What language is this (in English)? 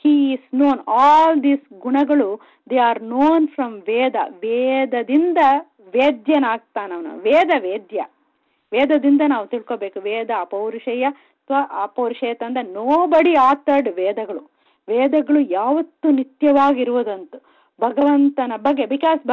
Kannada